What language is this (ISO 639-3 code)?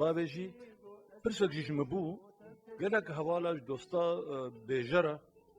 kur